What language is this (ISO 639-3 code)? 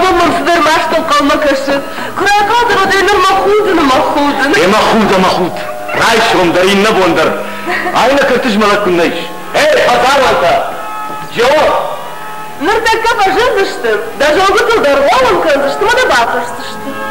oss